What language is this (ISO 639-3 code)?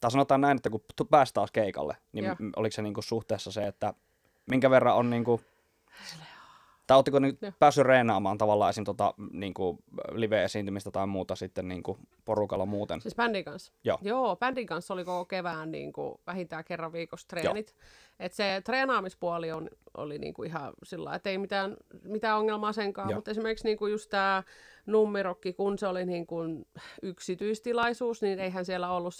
fin